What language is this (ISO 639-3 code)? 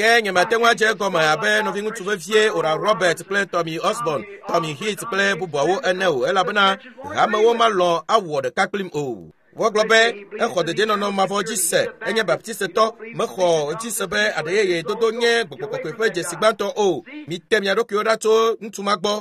ewe